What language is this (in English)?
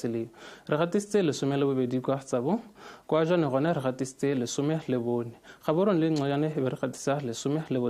Tswana